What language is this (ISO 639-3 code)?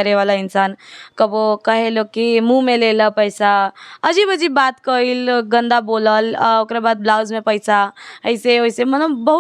bho